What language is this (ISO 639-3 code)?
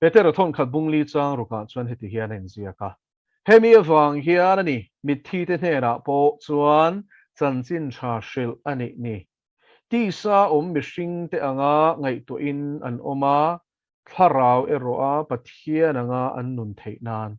lus